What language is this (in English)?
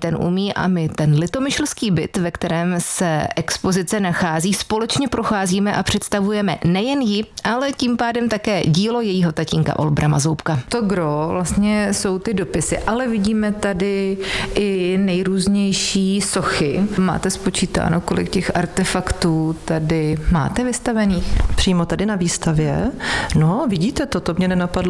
Czech